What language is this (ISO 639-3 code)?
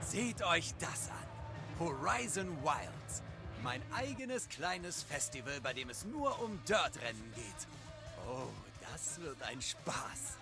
bar